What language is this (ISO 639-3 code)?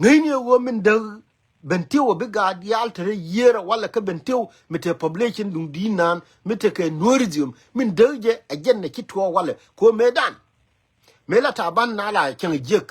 nus